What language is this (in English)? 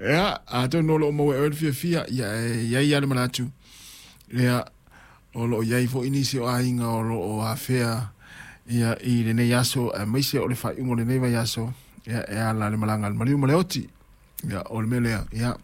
Samoan